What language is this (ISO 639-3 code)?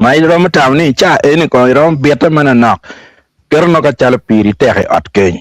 ach